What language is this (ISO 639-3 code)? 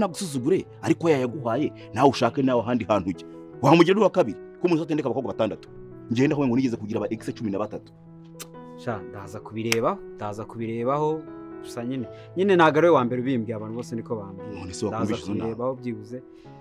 kin